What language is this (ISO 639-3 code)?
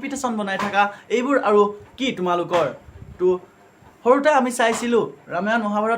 asm